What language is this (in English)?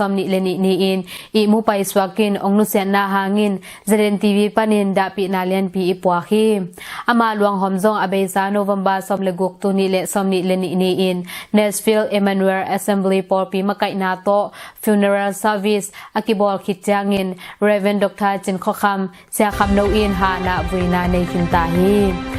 Tedim Chin